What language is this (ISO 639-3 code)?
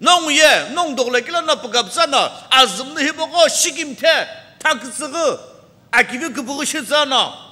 nsm